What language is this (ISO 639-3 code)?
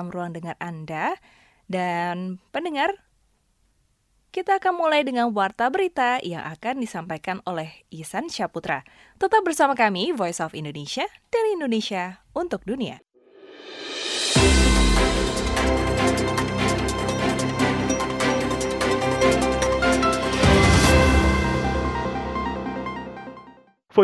ind